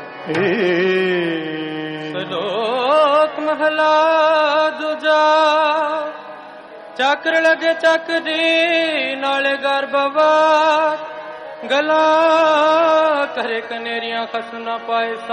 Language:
Punjabi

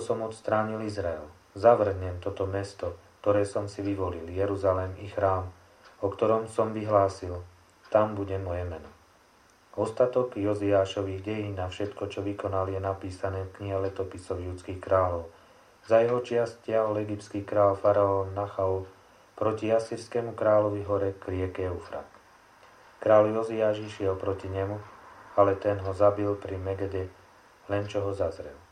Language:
Slovak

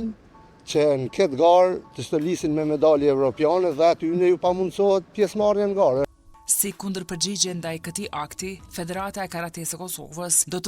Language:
Albanian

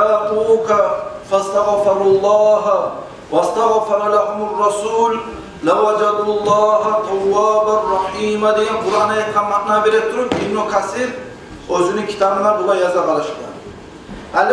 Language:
Kumyk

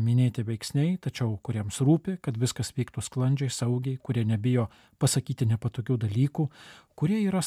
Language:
Lithuanian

